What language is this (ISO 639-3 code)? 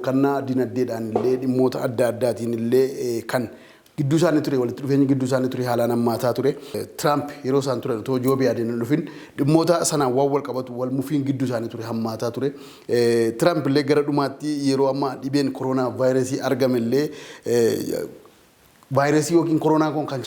orm